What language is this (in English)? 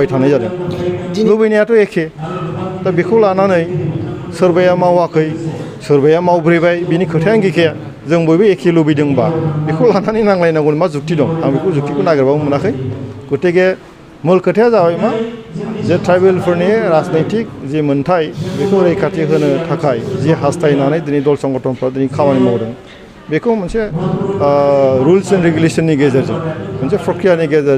Bodo